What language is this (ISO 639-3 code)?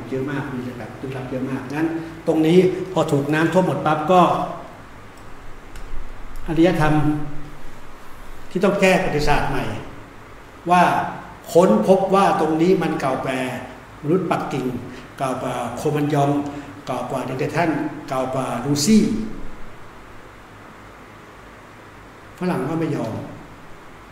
tha